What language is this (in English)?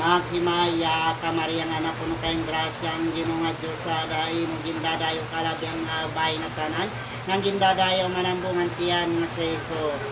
Waray